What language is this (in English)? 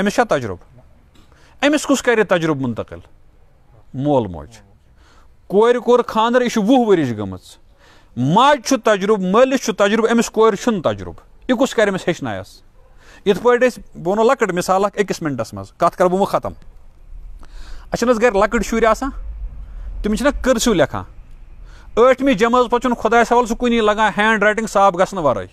Kashmiri